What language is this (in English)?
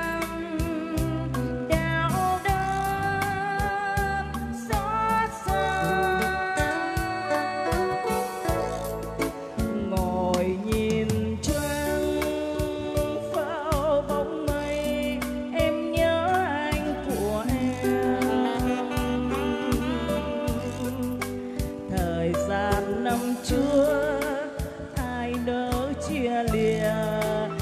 Vietnamese